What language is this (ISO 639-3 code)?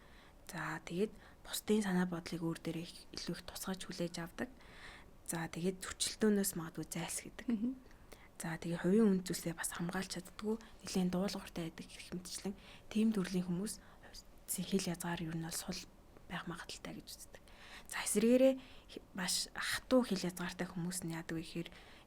mon